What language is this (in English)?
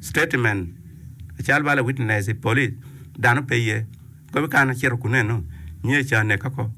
Acoli